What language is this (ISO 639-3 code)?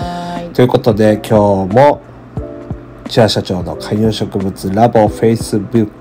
jpn